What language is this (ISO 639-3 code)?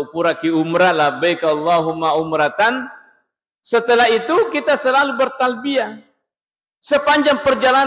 bug